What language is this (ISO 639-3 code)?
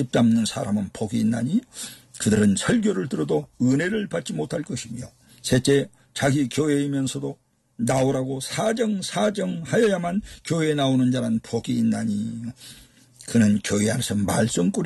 kor